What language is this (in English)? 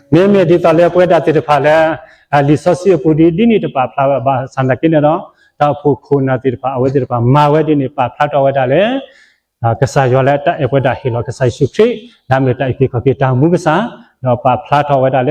S'gaw Karen